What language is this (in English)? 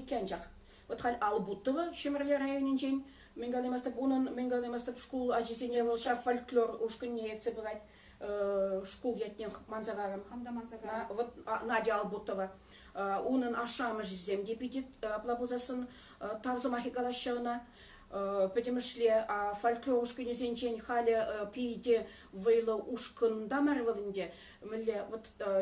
Chuvash